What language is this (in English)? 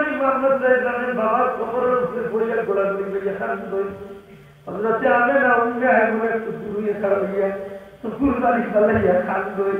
Sylheti